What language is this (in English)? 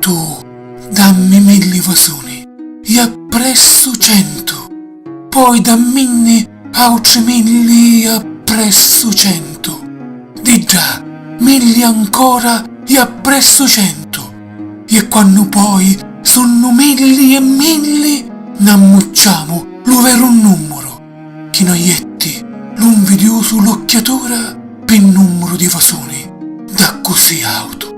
Sicilian